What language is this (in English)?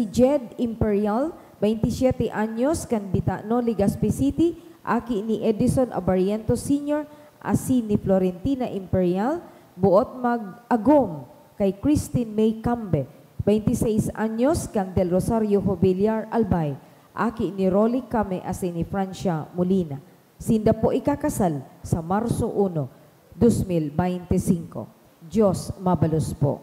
Bikol